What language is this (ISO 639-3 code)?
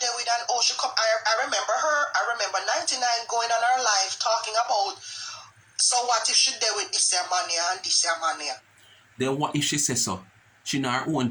jam